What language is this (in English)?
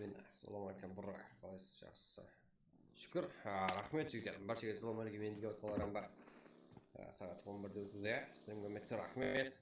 Kara-Kalpak